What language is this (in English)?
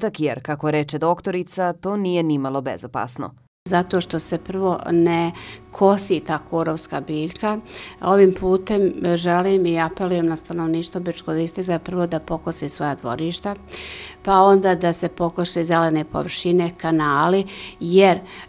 Bosnian